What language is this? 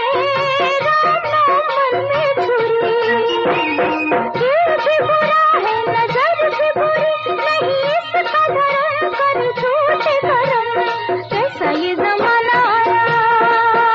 Hindi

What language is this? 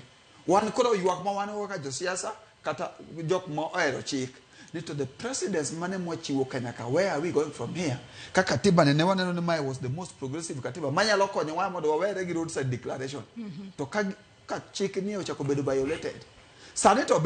Luo (Kenya and Tanzania)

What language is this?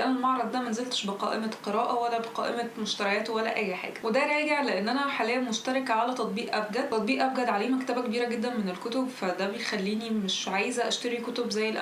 Egyptian Arabic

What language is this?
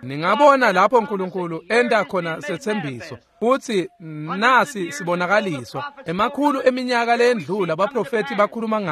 Swati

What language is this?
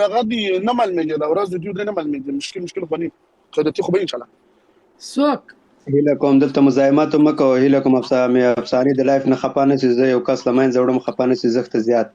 Pashto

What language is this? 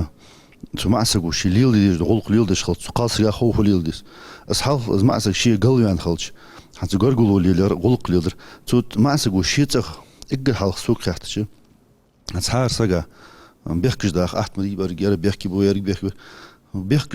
Ingush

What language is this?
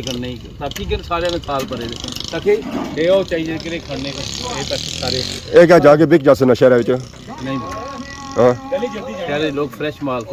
Pahari-Potwari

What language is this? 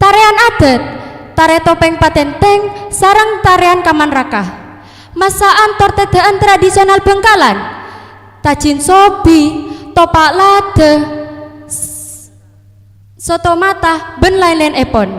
Madurese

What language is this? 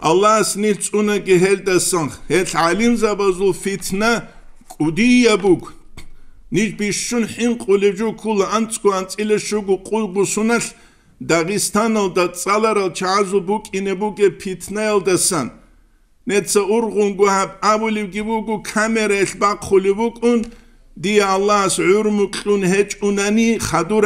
Avaric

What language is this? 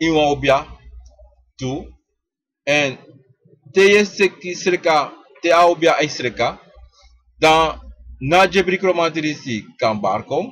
Sranan Tongo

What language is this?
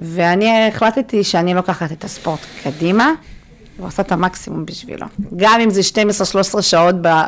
Hebrew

